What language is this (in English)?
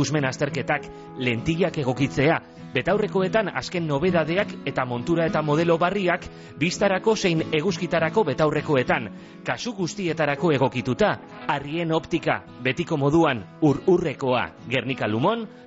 Basque